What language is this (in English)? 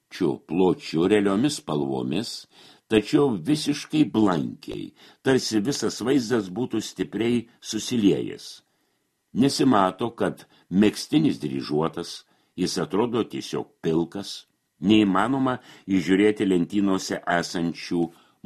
Lithuanian